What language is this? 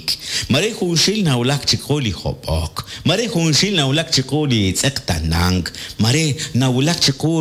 Kekchí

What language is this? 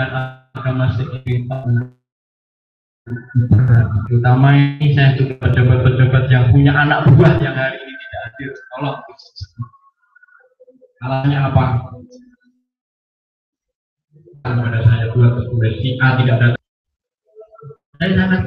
Indonesian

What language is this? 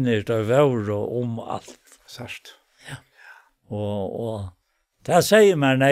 Faroese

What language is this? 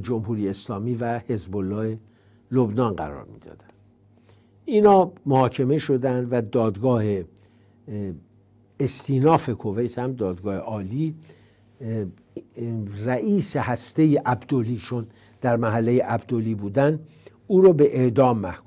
Persian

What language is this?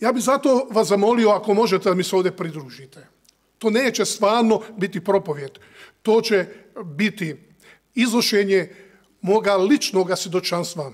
Serbian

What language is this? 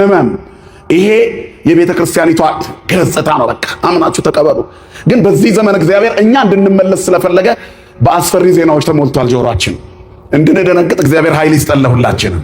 Amharic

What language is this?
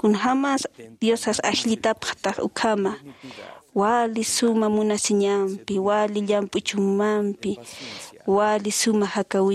Aymara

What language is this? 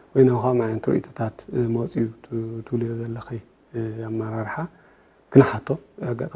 Tigrinya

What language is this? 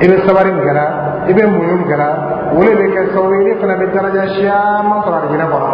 Dyula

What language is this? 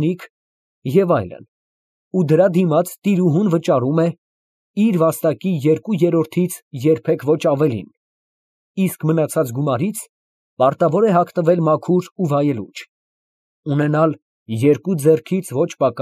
Armenian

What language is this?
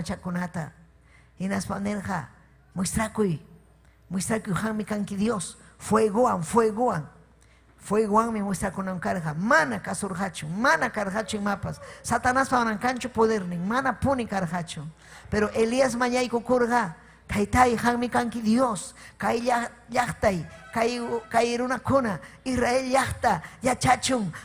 Ayacucho Quechua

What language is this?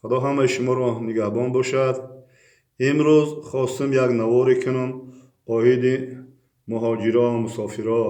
Tajik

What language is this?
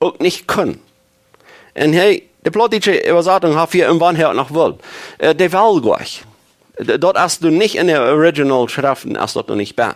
Plautdietsch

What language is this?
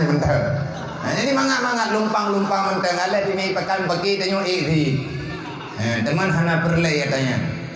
Achinese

